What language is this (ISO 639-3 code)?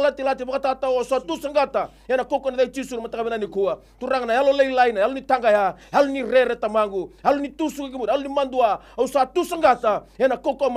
fij